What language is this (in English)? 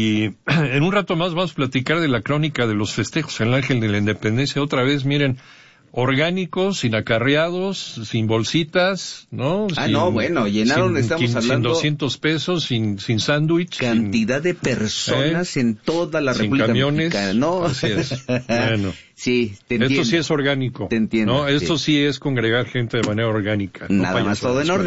Spanish